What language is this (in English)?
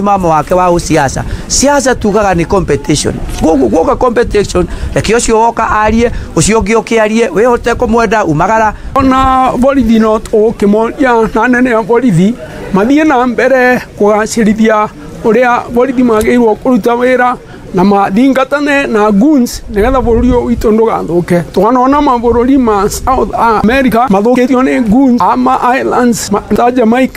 Kikuyu